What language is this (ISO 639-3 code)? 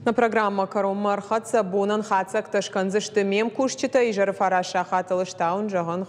oss